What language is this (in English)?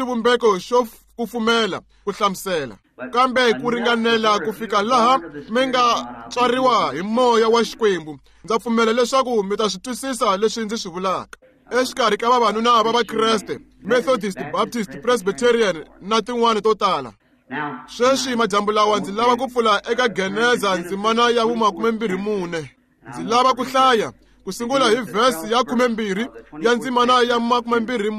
Tsonga